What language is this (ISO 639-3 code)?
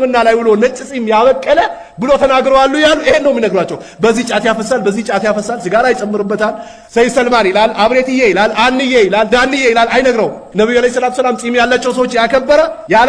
amh